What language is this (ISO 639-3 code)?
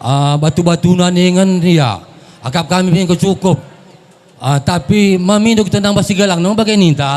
btx